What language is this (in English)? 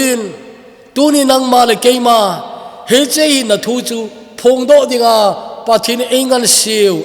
Thado Chin